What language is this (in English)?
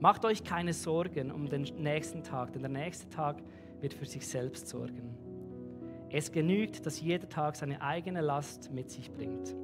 Swiss German